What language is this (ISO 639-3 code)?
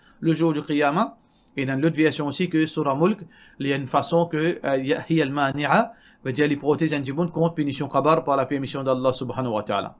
mfe